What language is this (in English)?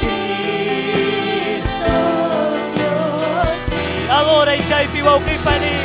Ayacucho Quechua